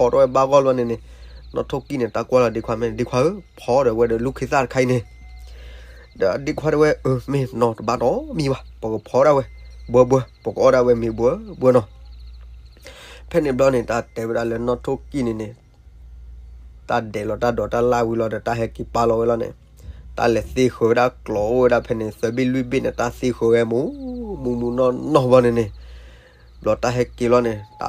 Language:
S'gaw Karen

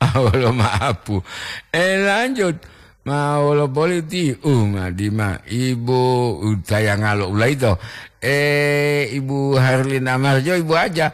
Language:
Gorontalo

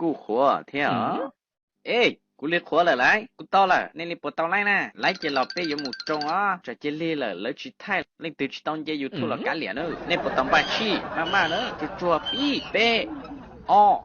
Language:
Hmong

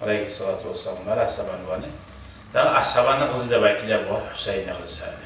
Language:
Kumyk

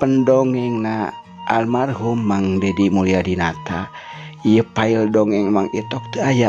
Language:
Sundanese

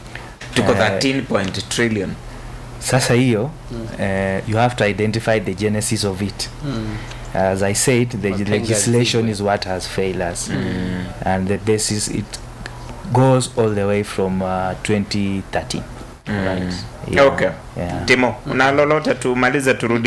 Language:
Swahili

